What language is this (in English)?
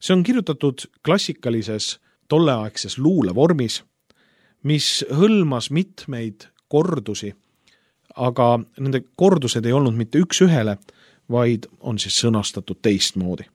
Estonian